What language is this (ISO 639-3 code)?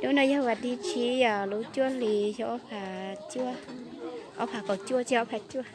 hmn